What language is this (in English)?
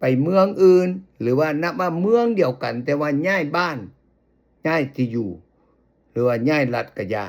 Lao